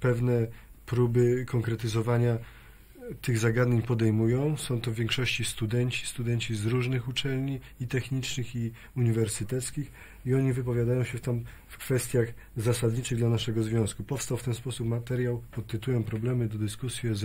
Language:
Polish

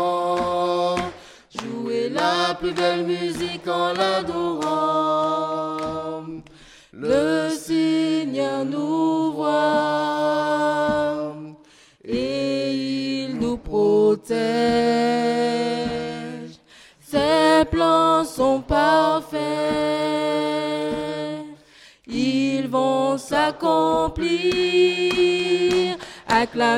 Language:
French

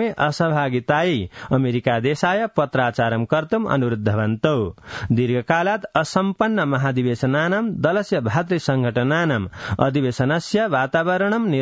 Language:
Sanskrit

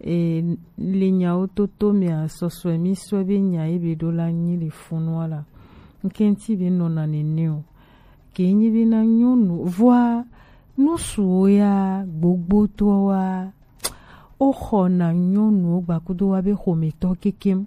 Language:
Gen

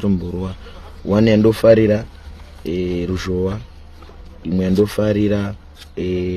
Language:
Shona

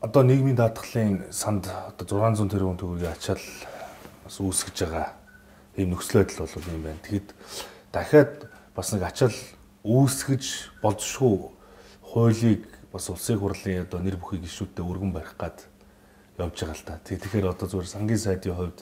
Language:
Mongolian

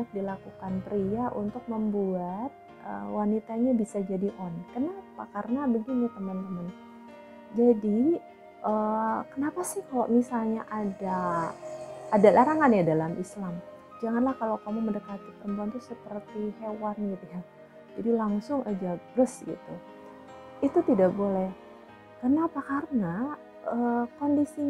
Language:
Indonesian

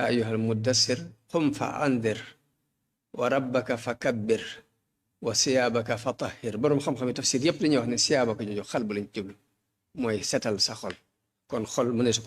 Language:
Wolof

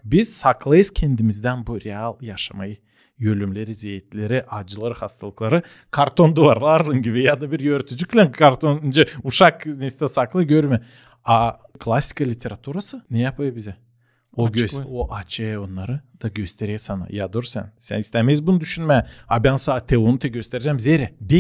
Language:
Gagauz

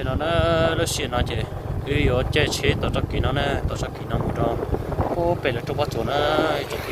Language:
Hmong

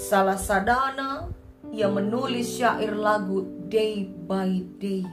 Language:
Batak Karo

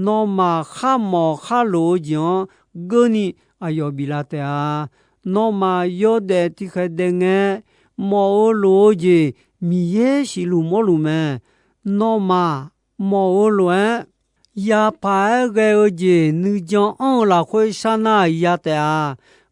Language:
Akha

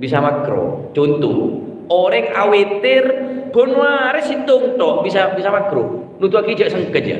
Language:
Madurese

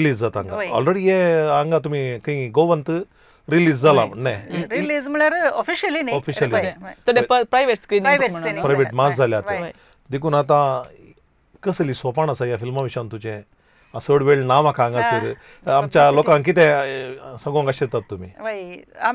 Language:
Konkani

